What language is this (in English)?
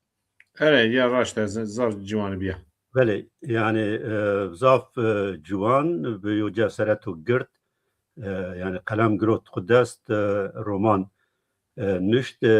Zaza